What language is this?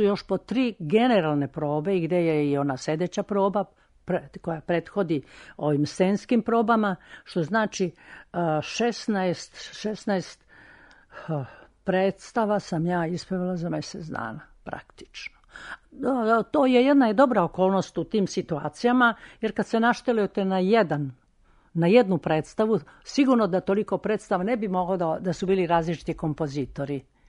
Serbian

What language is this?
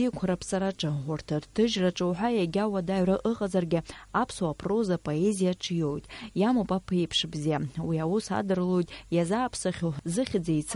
Abkhazian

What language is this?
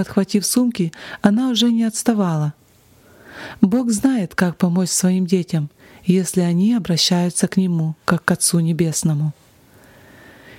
Russian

